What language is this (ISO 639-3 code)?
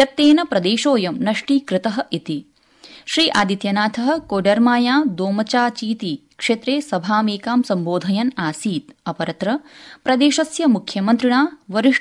san